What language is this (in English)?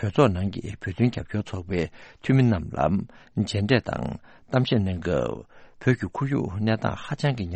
Tibetan